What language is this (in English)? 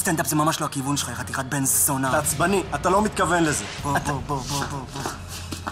Hebrew